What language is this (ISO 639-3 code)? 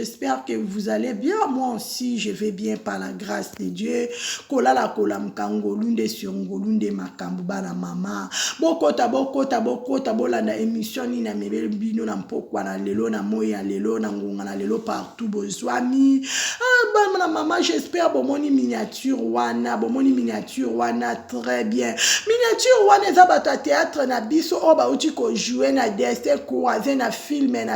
lin